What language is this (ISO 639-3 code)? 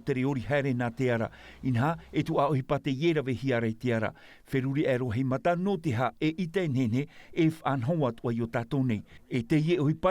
tah